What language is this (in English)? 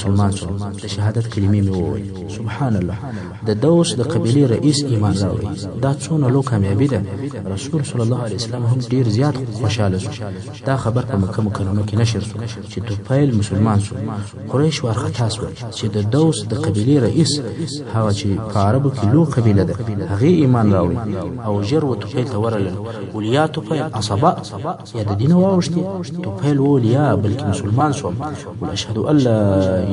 Pashto